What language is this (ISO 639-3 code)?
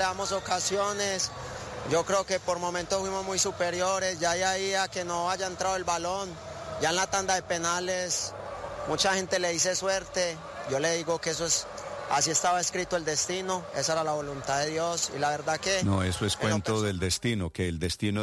spa